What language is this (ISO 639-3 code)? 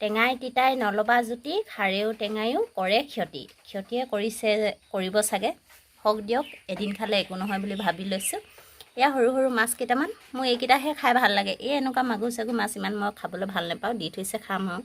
asm